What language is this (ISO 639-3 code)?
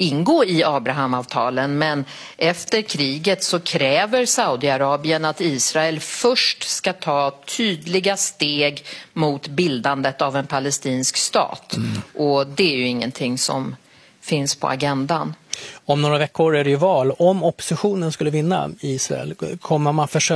swe